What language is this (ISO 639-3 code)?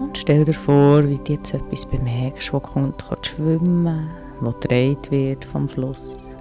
gsw